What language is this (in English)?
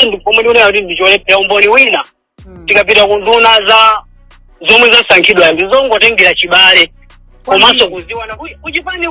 Nyanja